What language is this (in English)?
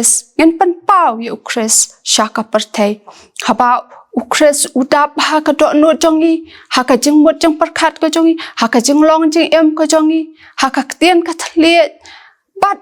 Khasi